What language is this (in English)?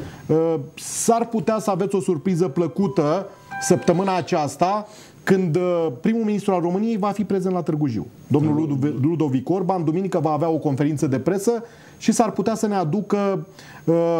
Romanian